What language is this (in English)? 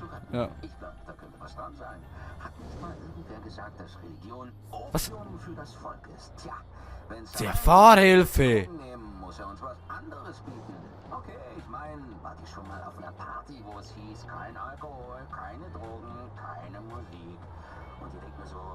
Swiss German